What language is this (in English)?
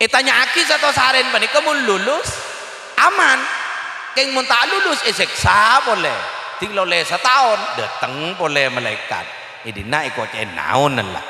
Madurese